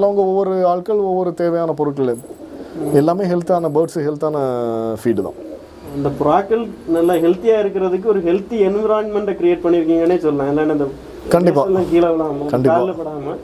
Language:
Tamil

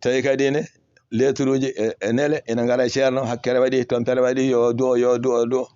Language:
Fula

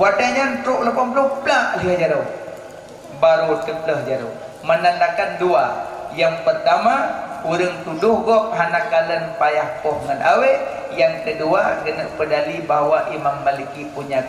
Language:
Achinese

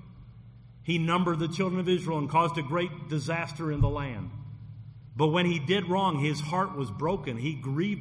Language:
English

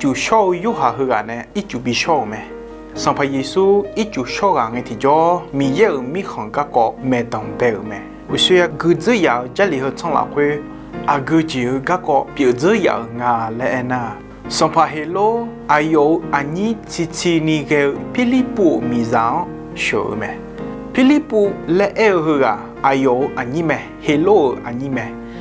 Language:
Akha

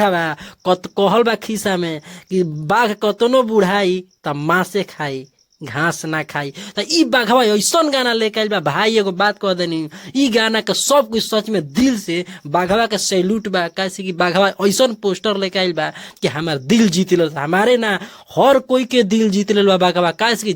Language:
Bhojpuri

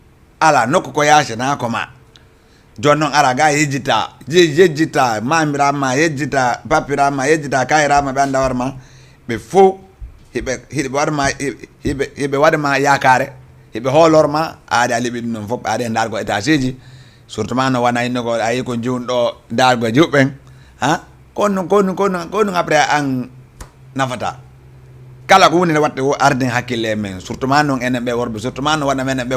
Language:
Fula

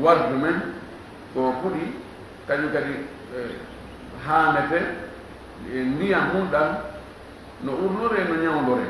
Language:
Fula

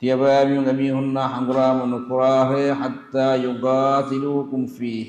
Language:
Divehi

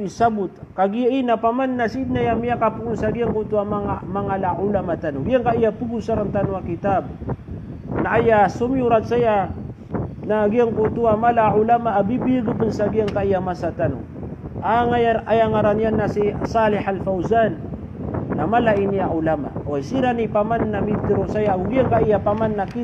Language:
Maranao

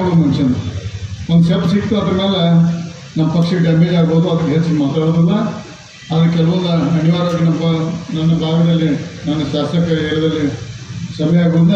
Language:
Kannada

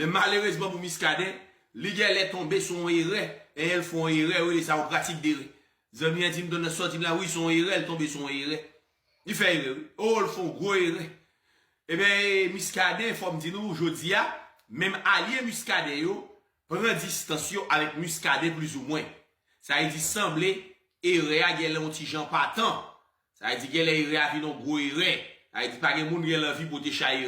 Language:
Haitian Creole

